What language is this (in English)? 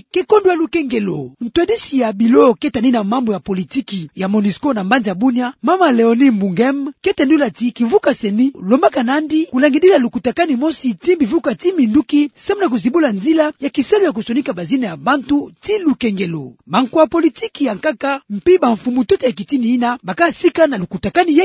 Kituba (Democratic Republic of Congo)